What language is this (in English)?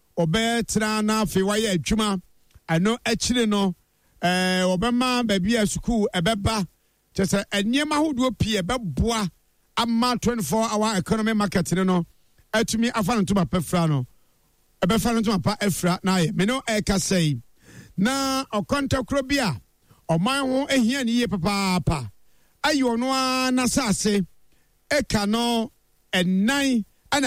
Akan